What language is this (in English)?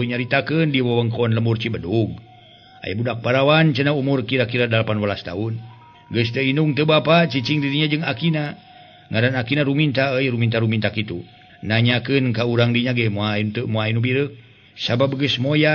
Sundanese